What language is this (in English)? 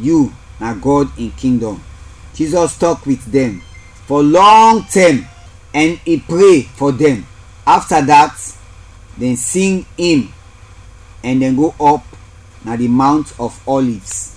Krio